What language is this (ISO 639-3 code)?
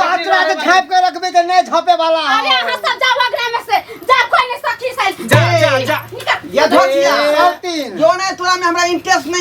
mai